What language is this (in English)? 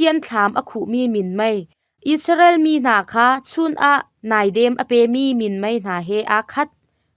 Hakha Chin